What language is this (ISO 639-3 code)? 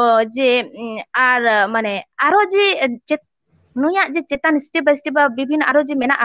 sat